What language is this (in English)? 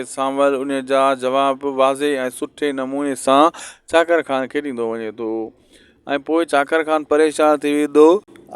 Sindhi